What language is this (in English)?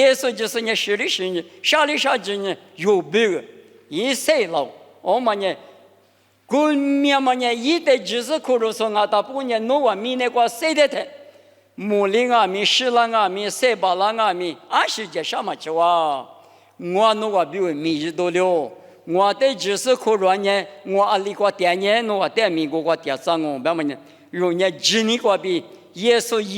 Lisu